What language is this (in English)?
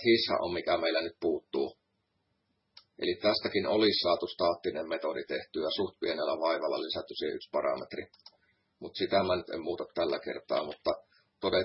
Finnish